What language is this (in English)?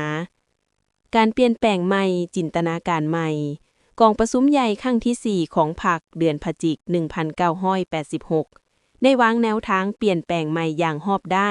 Lao